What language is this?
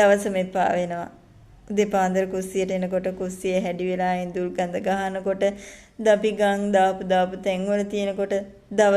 Sinhala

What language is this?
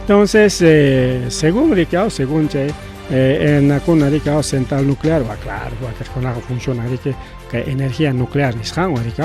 Ayacucho Quechua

